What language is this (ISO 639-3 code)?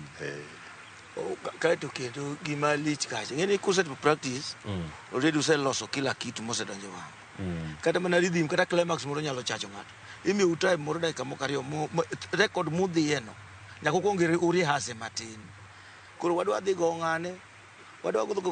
luo